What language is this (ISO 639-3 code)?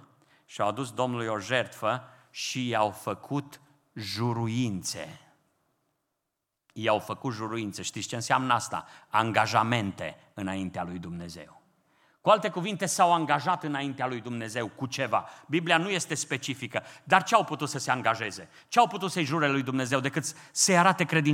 ron